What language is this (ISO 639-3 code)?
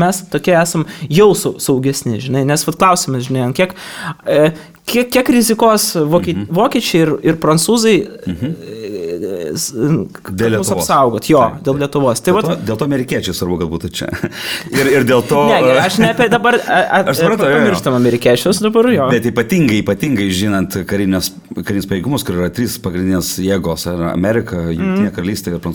lit